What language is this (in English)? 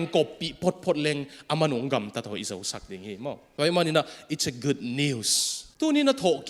Tedim Chin